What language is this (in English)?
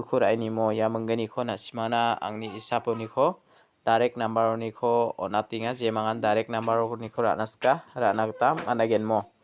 Garo